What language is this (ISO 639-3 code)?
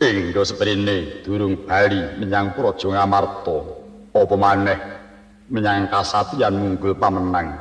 jav